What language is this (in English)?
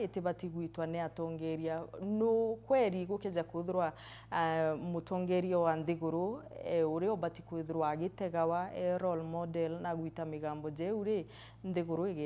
Meru